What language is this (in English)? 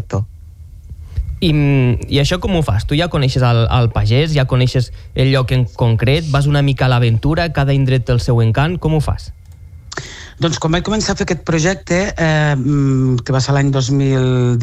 Catalan